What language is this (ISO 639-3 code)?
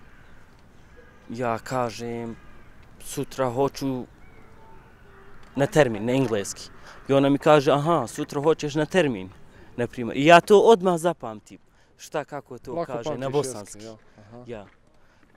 bos